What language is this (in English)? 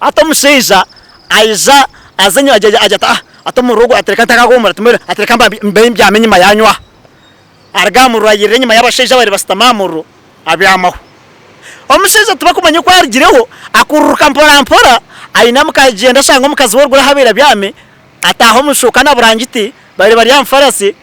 Nyankole